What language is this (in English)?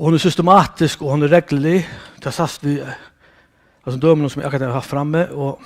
Faroese